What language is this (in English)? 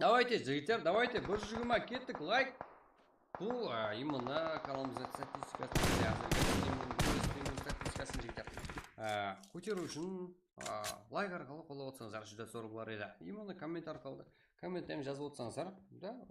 Kara-Kalpak